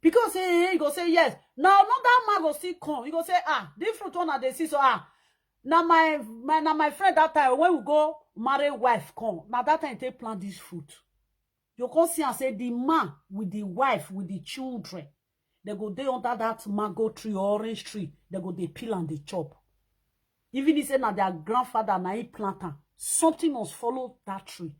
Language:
Nigerian Pidgin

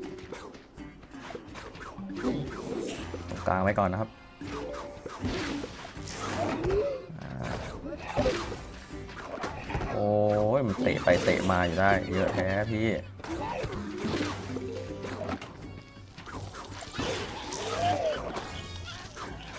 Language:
Thai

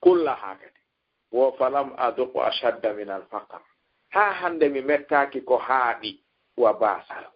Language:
Fula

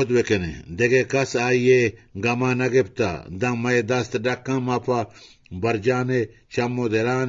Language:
Eastern Balochi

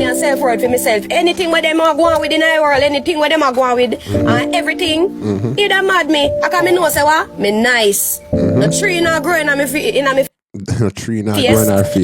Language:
Jamaican Creole English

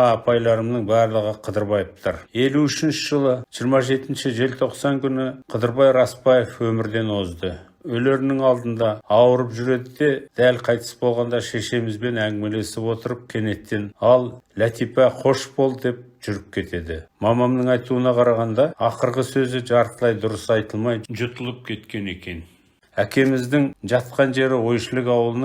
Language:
Kazakh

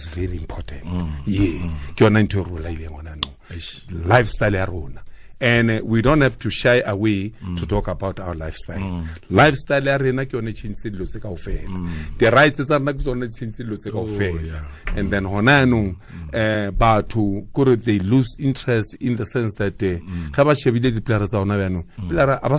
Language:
Tswana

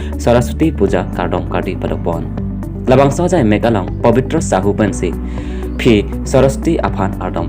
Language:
Karbi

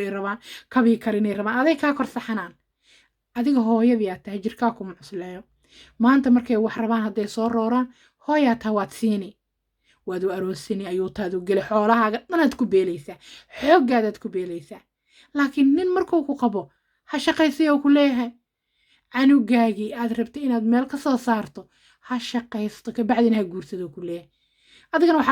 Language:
Somali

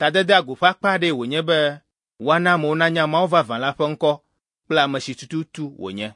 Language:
Ewe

